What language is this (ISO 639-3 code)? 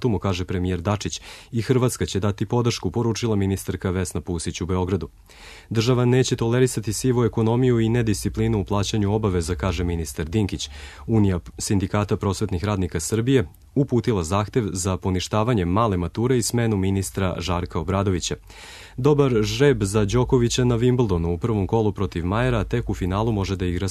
srp